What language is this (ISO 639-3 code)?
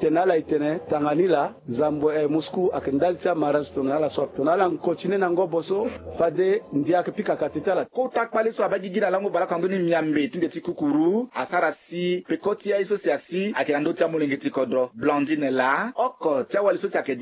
sag